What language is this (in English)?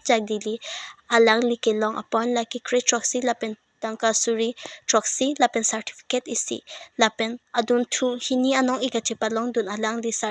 Karbi